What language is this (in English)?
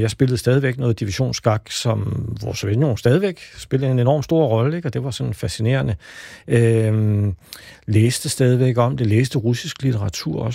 Danish